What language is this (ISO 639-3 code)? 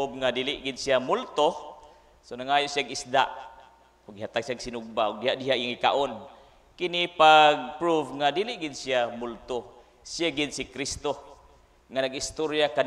ceb